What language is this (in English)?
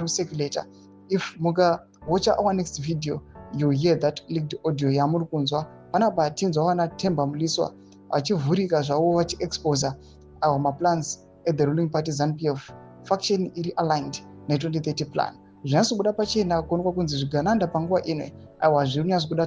Shona